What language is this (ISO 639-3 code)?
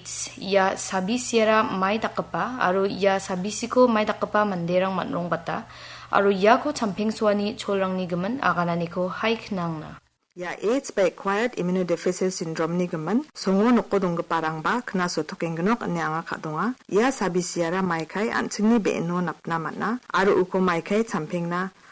grt